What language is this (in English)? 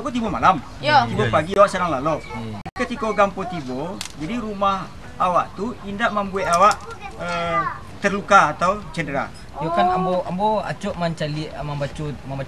Minangkabau